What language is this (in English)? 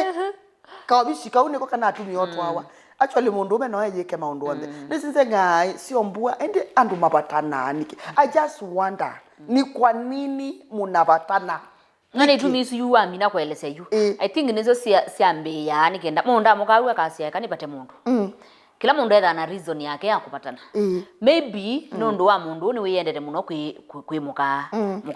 Kamba